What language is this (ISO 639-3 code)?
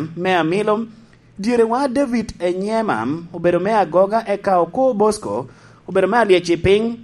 laj